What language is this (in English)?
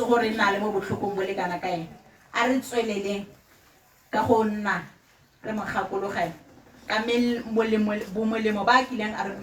Tswana